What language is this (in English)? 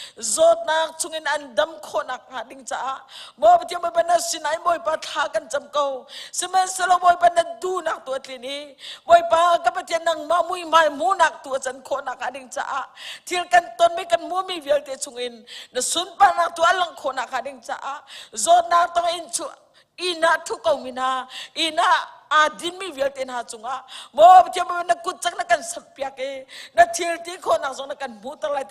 Hakha Chin